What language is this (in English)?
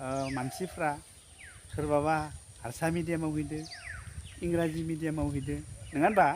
Bodo